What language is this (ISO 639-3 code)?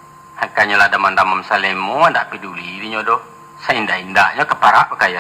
min